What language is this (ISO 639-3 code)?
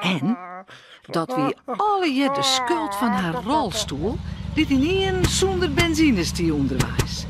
fry